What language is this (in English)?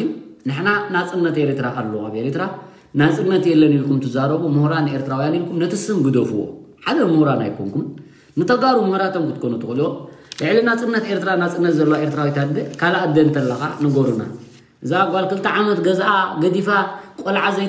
Tigrinya